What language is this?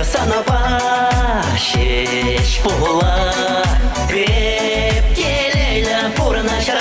Chuvash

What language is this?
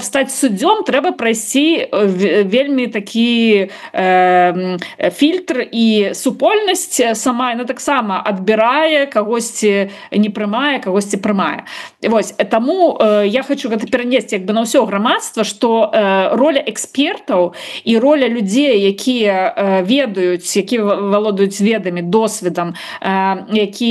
Belarusian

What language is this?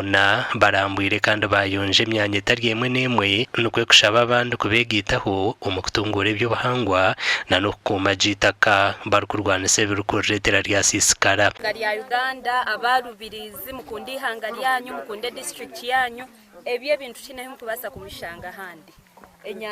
Nyankole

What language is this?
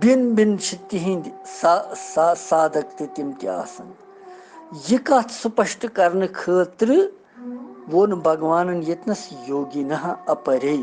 Kashmiri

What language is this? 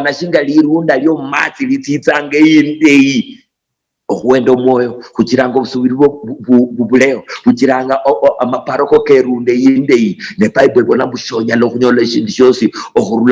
Luyia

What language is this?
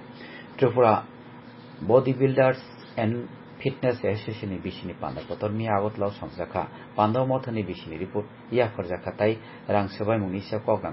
Kok Borok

